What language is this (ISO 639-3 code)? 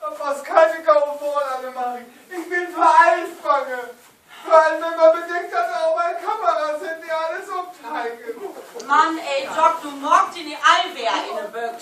nds